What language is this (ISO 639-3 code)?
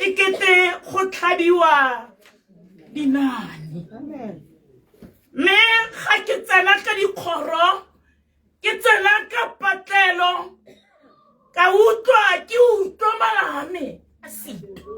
tsn